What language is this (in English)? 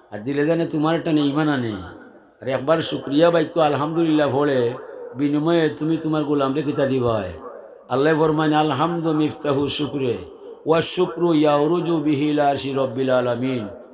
Sylheti